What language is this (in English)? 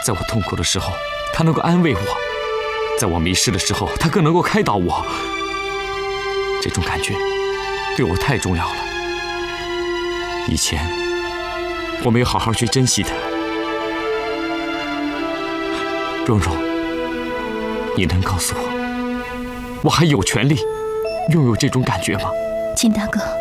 Chinese